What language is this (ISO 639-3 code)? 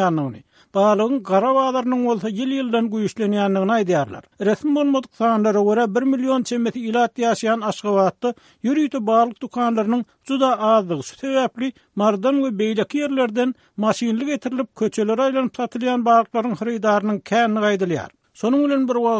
tuk